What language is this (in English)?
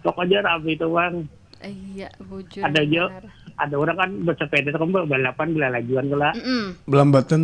Banjar